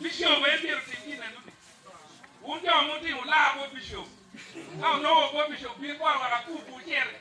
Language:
Acoli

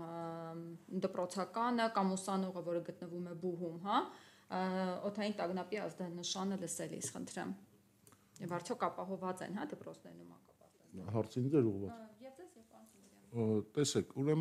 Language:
Armenian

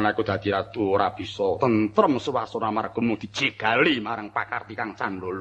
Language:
Javanese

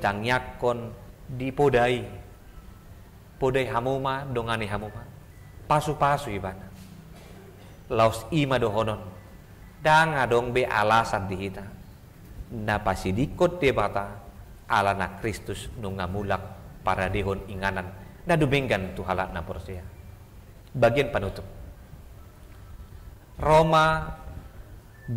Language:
Batak Toba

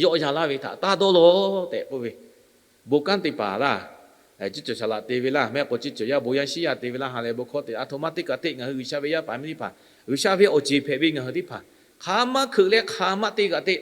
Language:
Lahu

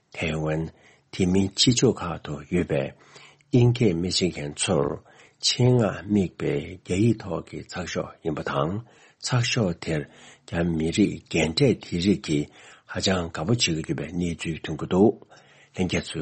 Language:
Tibetan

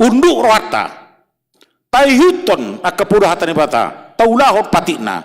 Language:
Batak Toba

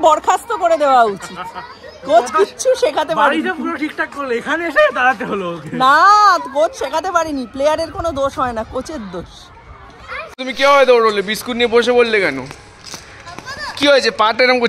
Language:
Bangla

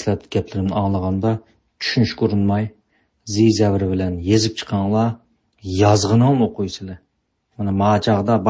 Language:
Uyghur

